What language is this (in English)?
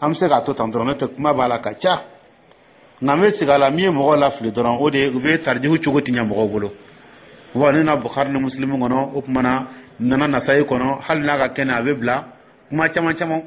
Dyula